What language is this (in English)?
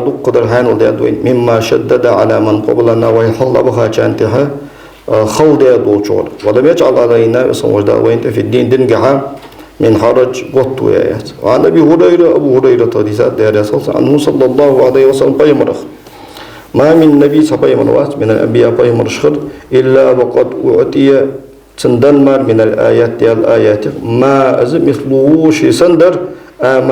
Ingush